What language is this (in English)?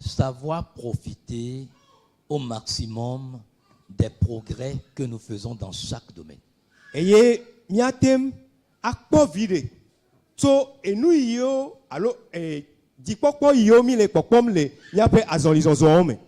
Ewe